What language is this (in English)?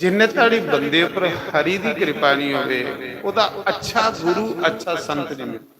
Dogri